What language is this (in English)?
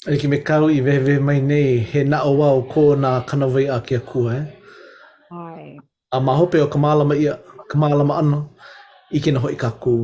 Hawaiian